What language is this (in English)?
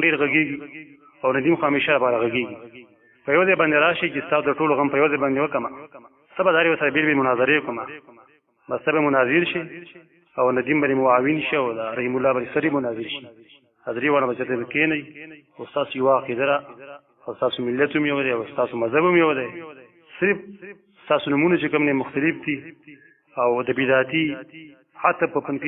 Pashto